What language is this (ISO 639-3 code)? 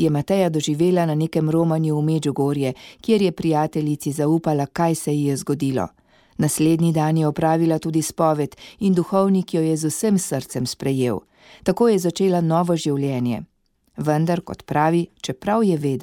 slv